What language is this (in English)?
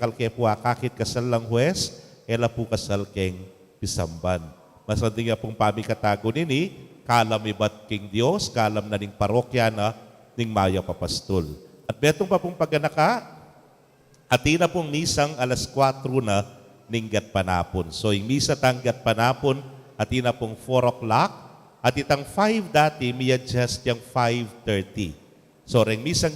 Pampanga